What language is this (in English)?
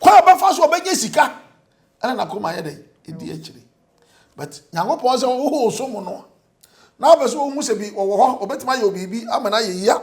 Akan